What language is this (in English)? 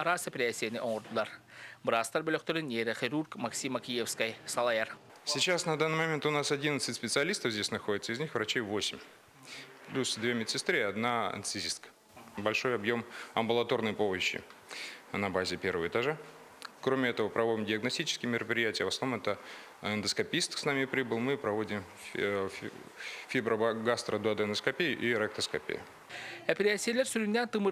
Yakut